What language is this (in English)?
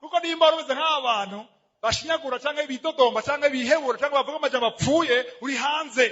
Rundi